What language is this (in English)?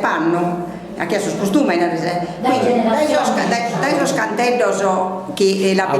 Sardinian